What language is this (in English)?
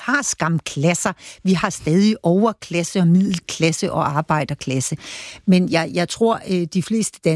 Danish